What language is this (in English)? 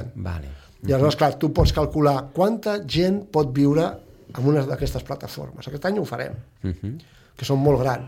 Catalan